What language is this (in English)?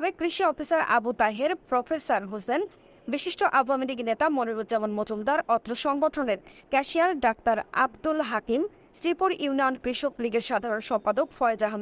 Bangla